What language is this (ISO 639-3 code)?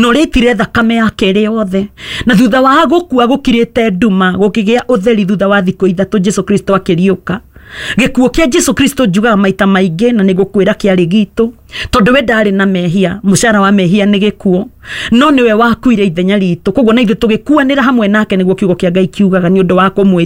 kik